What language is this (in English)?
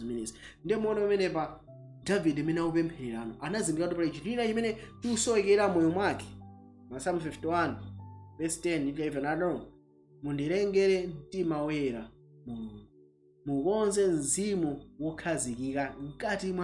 Nyanja